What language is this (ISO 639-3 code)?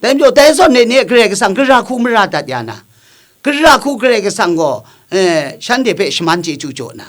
kac